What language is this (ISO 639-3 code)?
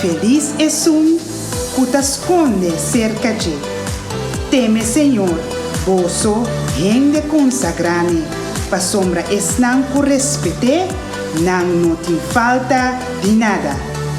pap